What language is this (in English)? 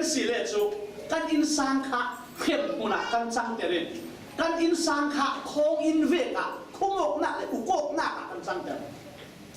Falam Chin